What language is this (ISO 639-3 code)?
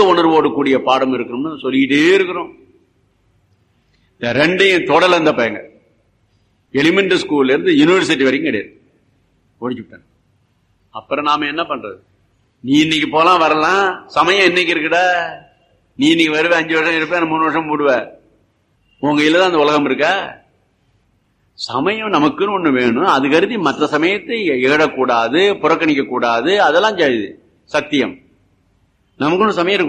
tam